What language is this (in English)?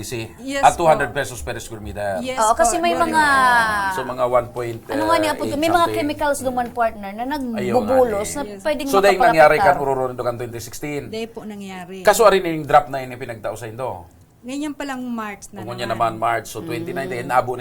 Bikol